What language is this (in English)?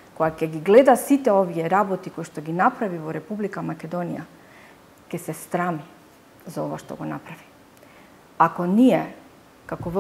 Macedonian